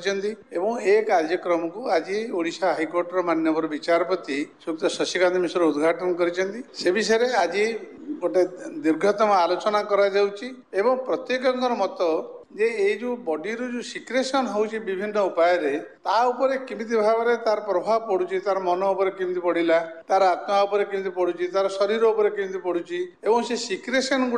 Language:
Odia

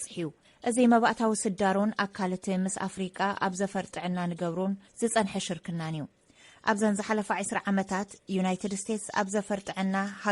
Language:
Tigrinya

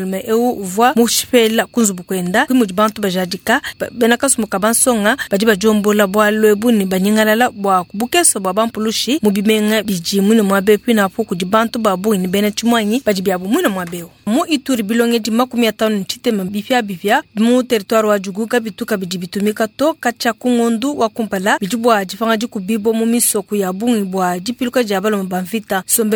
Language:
Luba-Lulua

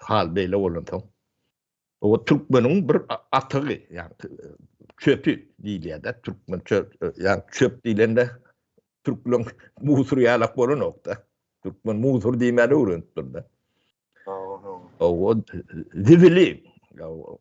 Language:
Turkmen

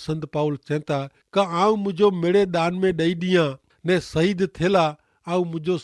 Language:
Kachhi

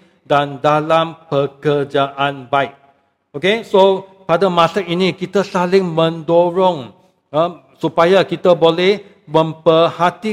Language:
Malay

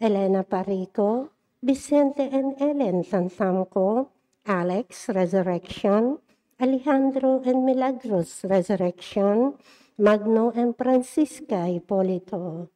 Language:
Pampanga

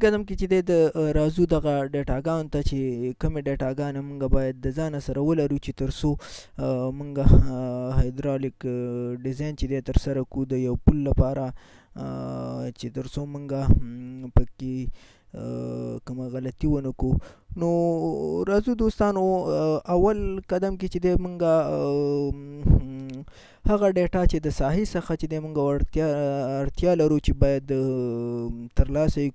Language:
Pashto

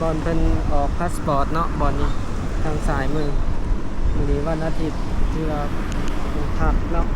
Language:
Lao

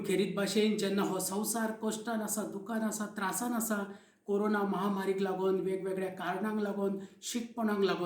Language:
Konkani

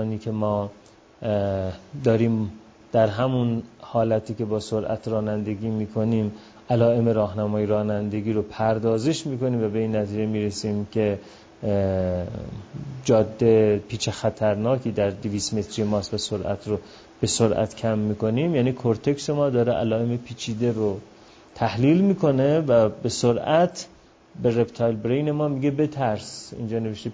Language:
Persian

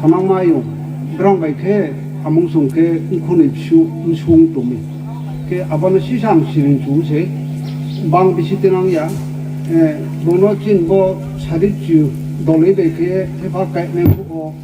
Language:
Riang (India)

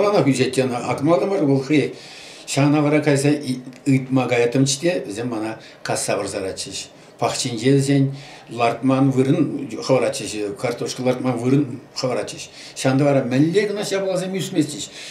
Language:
Chuvash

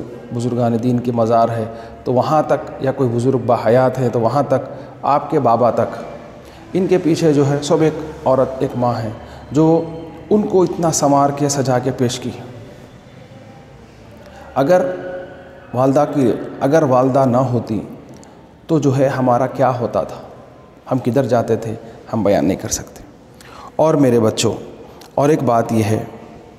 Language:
Urdu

